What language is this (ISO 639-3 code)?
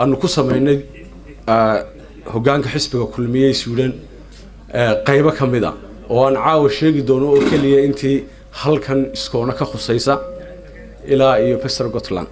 som